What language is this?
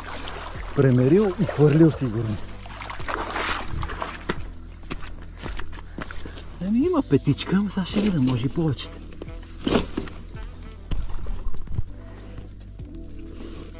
Bulgarian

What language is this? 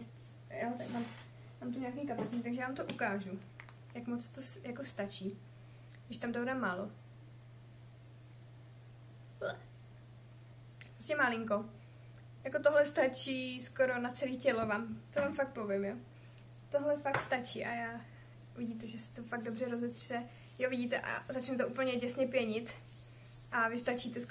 Czech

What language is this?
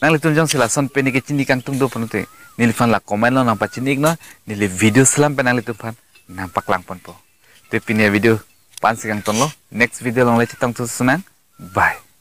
Karbi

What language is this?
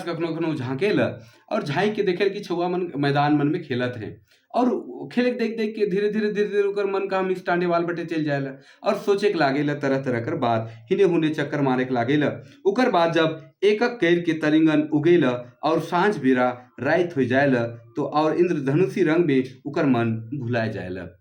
Sadri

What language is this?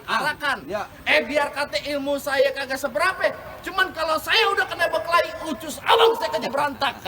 Betawi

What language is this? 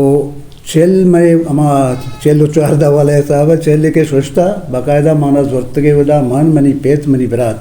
Eastern Balochi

